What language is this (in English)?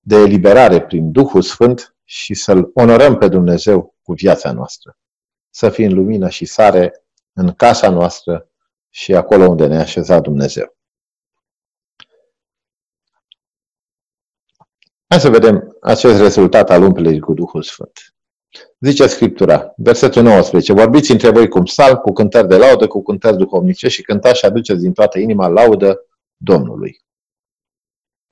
Romanian